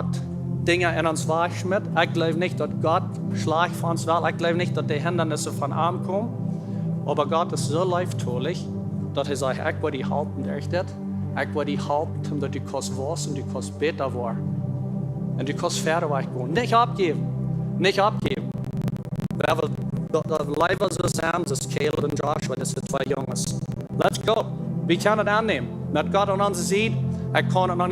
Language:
Plautdietsch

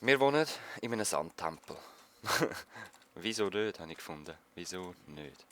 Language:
Swiss German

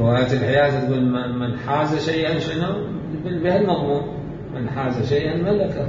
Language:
Mesopotamian Arabic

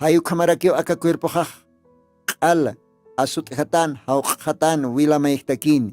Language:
Aymara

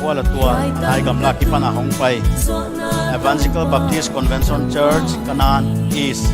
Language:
Paite Chin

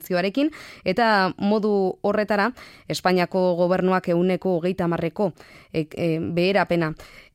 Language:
Basque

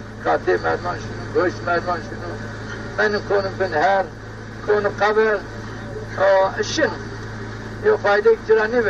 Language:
Zaza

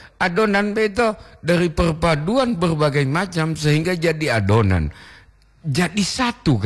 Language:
Gorontalo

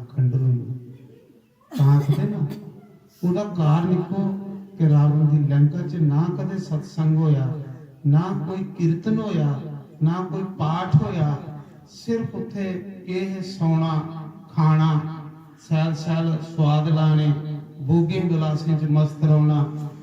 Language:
Dogri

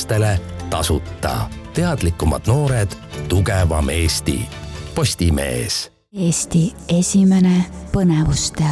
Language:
Estonian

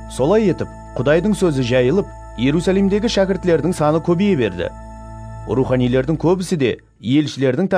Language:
Kara-Kalpak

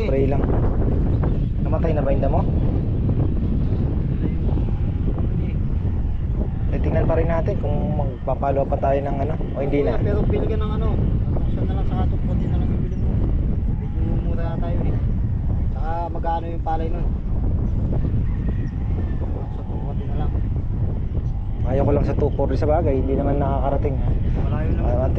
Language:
Filipino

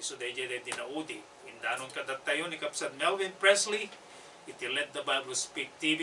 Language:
Iloko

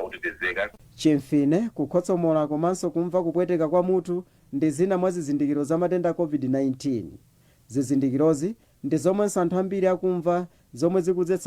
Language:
Nyanja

